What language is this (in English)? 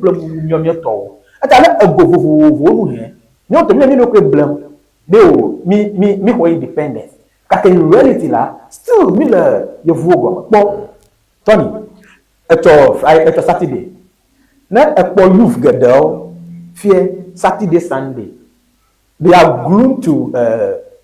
Ewe